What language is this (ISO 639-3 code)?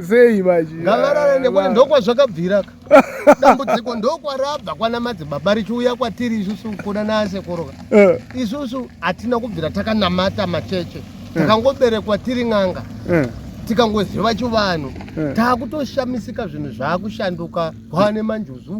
sna